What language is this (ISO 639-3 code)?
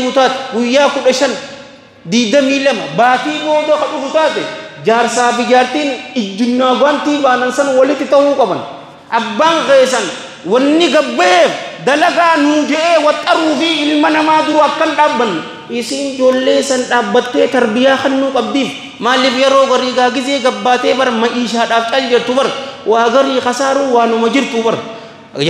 orm